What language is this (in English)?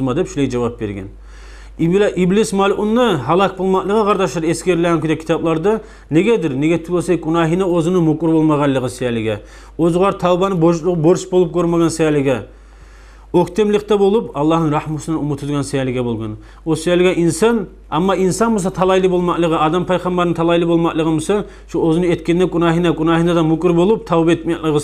Kumyk